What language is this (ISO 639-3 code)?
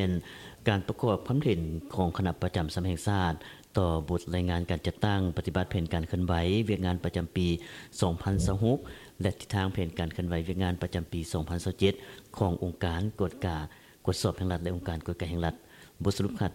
lao